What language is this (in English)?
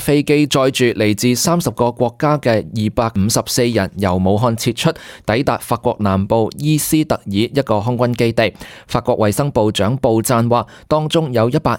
Cantonese